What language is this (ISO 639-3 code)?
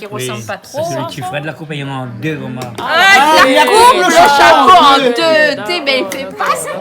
rcf